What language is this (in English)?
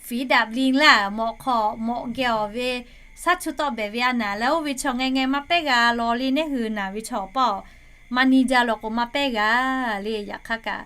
Lahu